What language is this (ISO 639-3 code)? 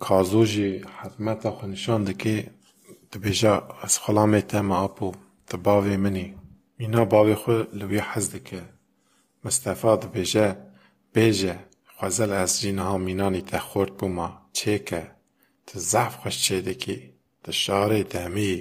kur